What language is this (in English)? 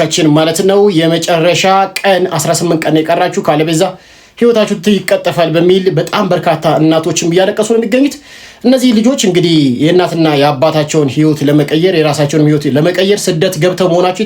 Amharic